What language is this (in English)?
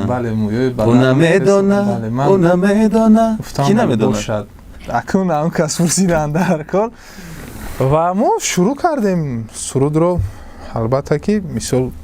Tajik